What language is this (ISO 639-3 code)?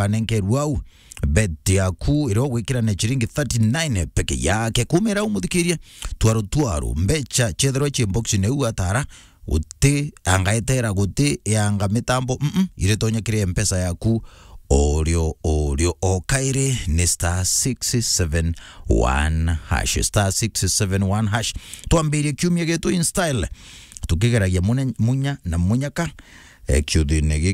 mer